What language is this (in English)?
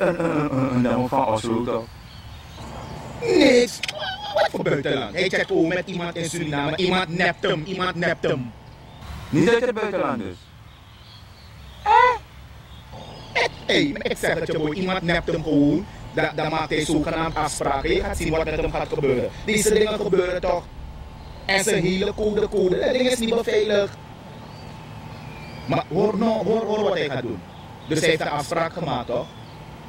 Dutch